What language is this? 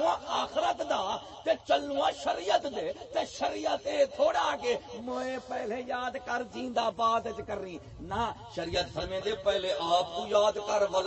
Saraiki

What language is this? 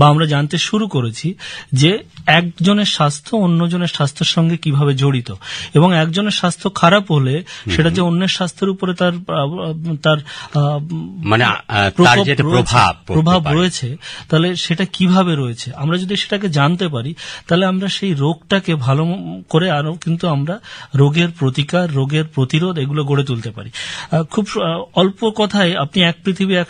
Bangla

